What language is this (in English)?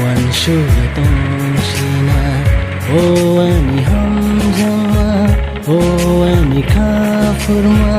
Kok Borok